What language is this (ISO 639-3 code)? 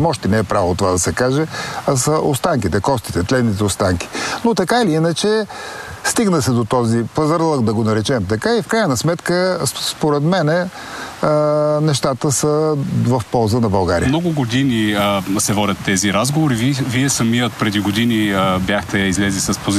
bul